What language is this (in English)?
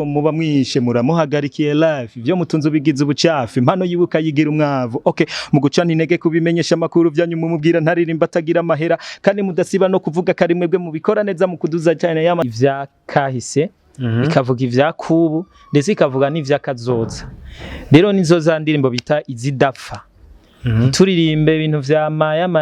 Rundi